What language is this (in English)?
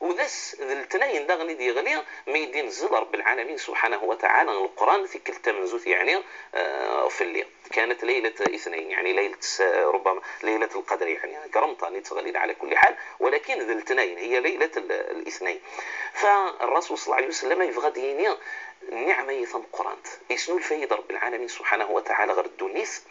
Moroccan Arabic